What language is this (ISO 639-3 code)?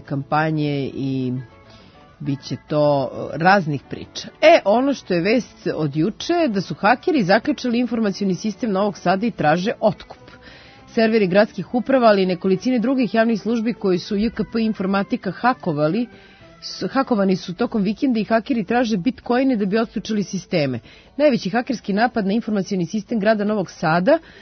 srp